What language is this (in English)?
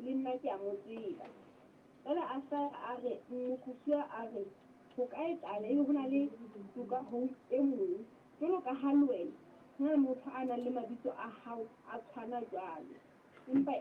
Southern Sotho